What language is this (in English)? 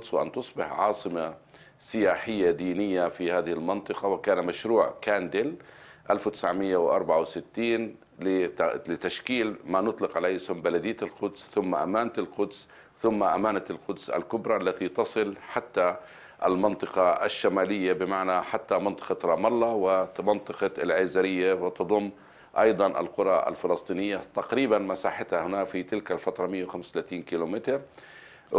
Arabic